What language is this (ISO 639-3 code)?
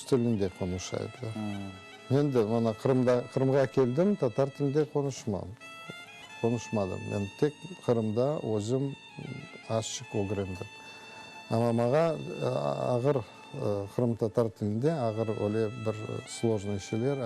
crh